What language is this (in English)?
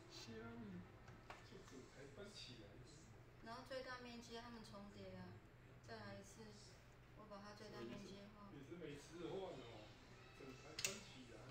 Chinese